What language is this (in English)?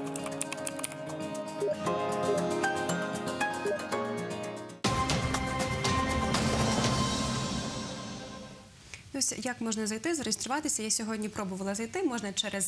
Ukrainian